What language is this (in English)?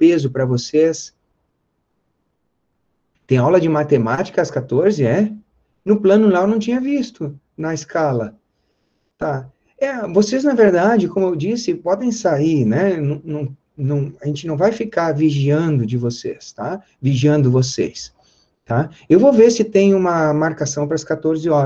Portuguese